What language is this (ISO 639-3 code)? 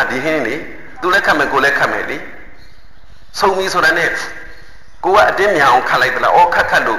mya